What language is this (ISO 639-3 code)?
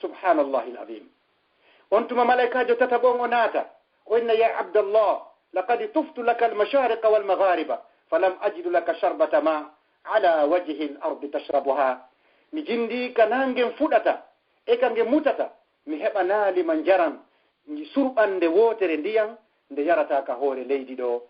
ful